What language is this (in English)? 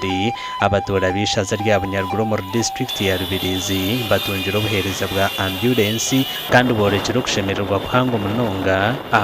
Nyankole